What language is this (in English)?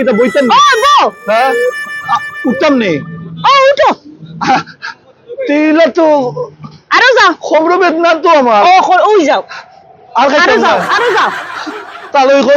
Sylheti